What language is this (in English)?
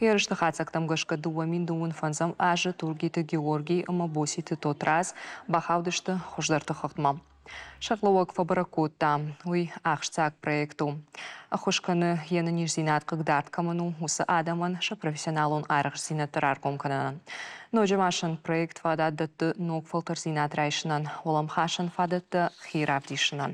Ossetic